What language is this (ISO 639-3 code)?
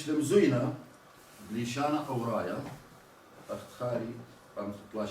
aii